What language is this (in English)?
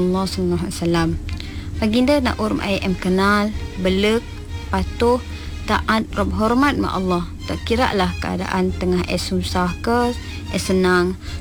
Malay